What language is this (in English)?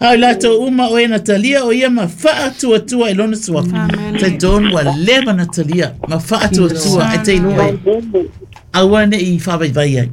Samoan